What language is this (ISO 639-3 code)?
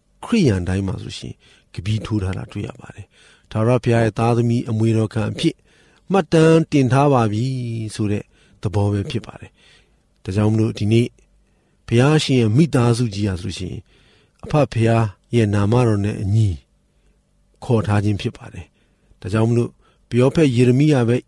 mya